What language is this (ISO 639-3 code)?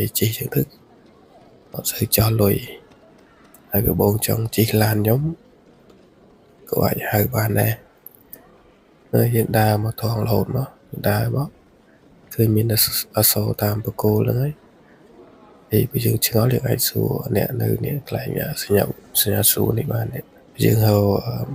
khm